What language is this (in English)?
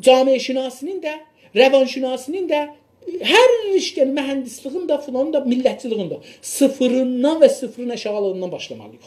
South Azerbaijani